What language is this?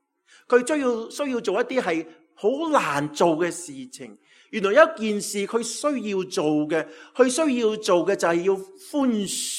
Cantonese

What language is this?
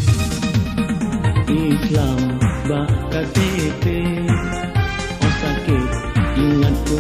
Achinese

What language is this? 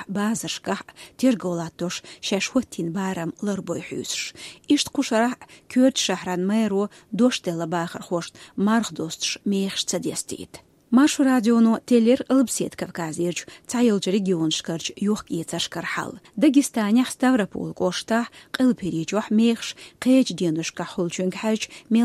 Chechen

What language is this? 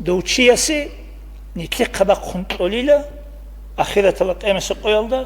Avaric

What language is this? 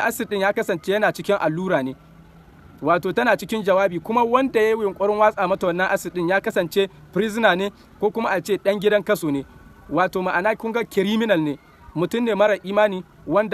Hausa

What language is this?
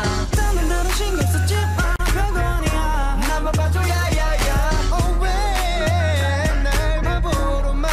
Korean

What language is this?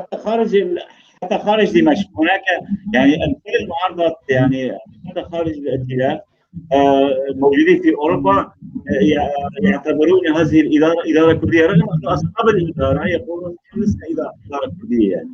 North Levantine Arabic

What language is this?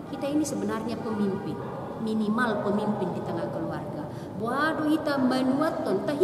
Batak Toba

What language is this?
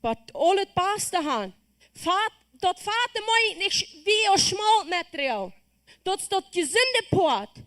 Plautdietsch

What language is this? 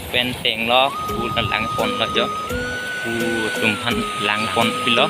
Karbi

